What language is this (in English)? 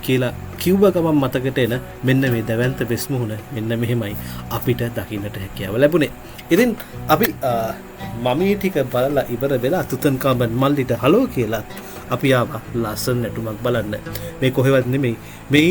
Sinhala